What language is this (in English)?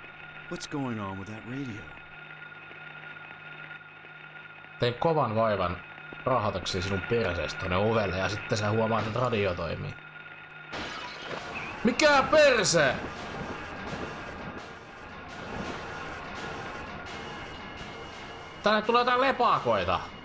Finnish